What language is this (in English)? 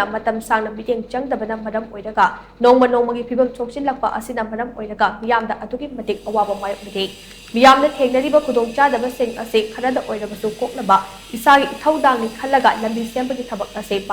Manipuri